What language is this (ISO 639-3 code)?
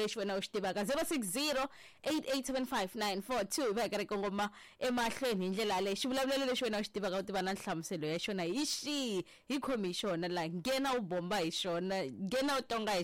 tso